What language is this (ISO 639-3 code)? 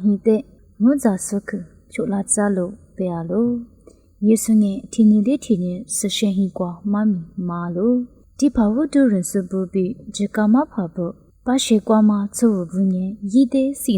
lis